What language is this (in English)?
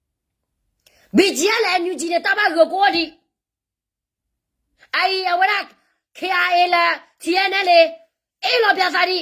S'gaw Karen